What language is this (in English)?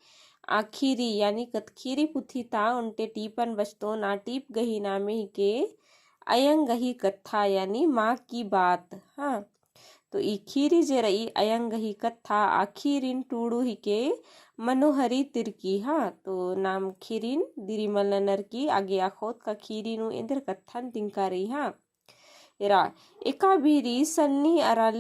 Kurukh